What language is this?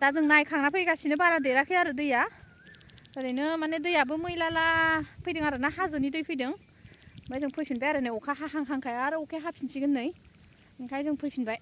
Bodo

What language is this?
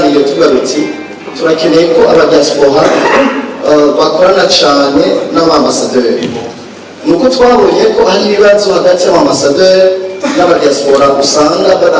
Rundi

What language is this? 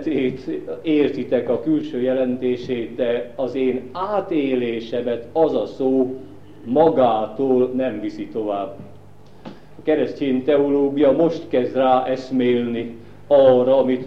Hungarian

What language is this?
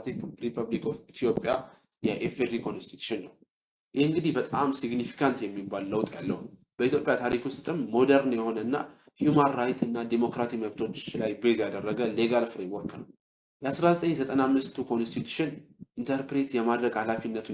Amharic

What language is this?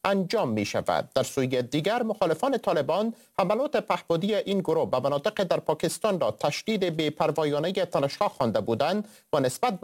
Persian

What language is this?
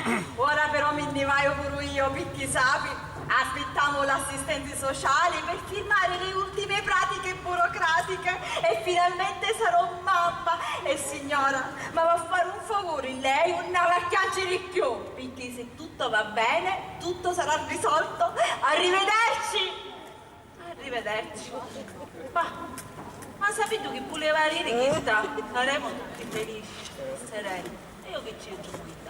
Sicilian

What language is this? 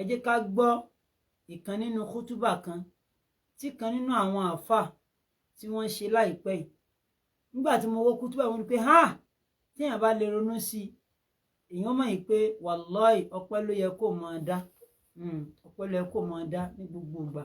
Yoruba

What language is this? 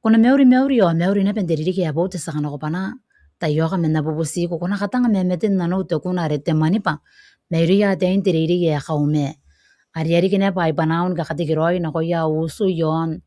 Gilbertese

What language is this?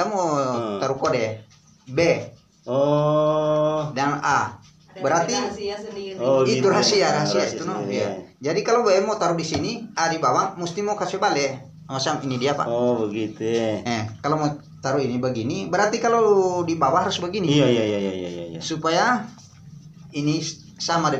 Manado Malay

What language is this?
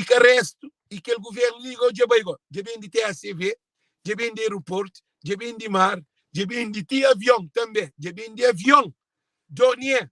Kabuverdianu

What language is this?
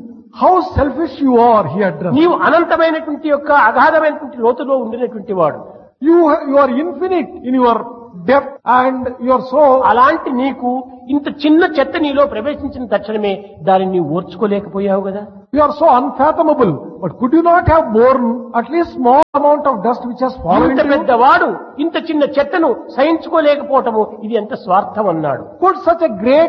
Telugu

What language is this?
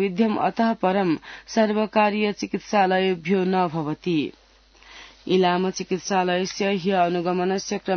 Sanskrit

